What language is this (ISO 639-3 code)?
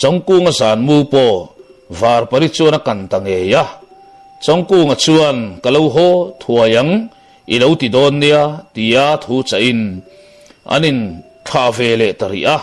lus